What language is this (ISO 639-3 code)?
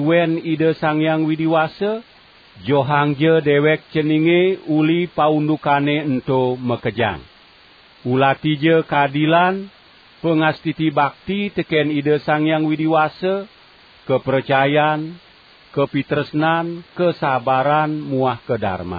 ban